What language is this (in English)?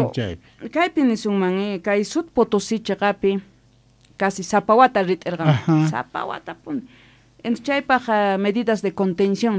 South Bolivian Quechua